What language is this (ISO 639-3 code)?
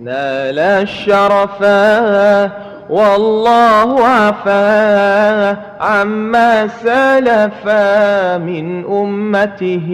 mad